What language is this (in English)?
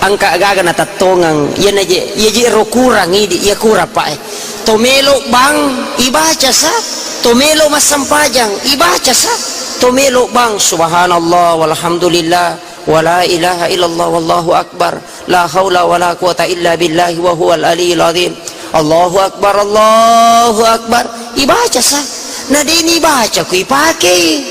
Buginese